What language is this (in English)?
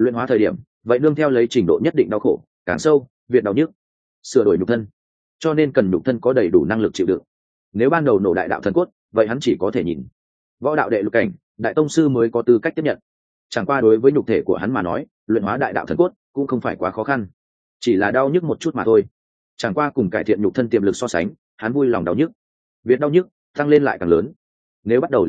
Vietnamese